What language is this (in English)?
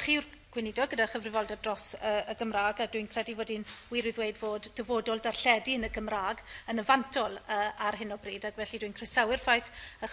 Welsh